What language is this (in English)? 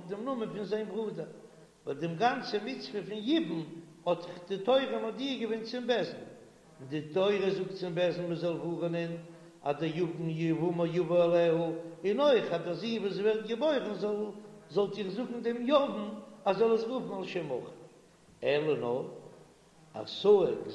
Yiddish